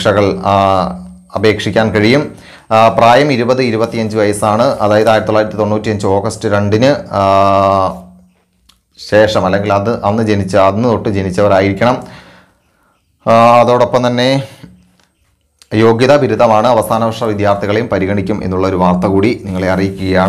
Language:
Malayalam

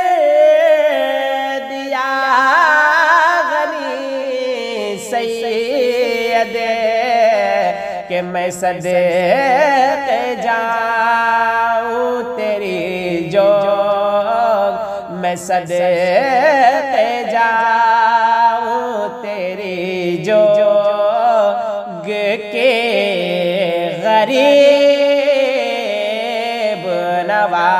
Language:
Urdu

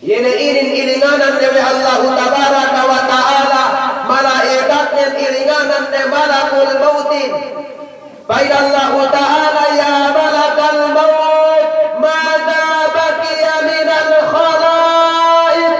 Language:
Yakan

